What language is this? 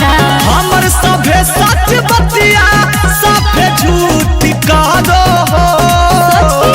Magahi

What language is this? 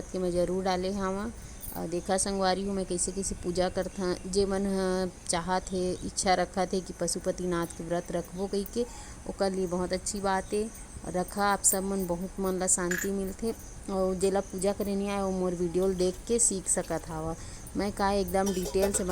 Chhattisgarhi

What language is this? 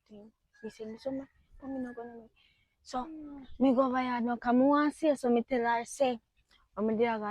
Jamaican Creole English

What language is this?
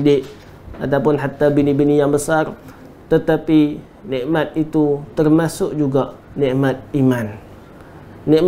Malay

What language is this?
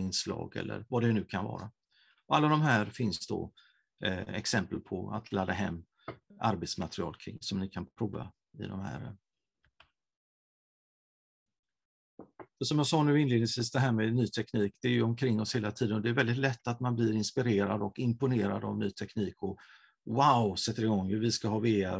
Swedish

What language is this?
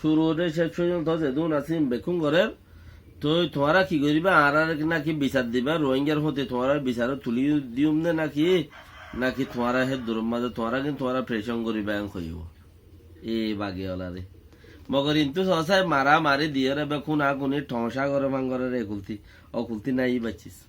Rohingya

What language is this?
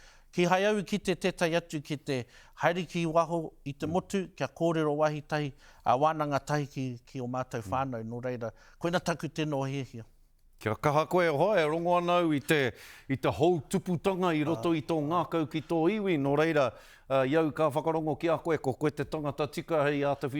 Māori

